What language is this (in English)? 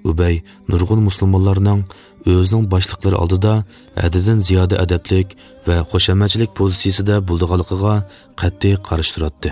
Uyghur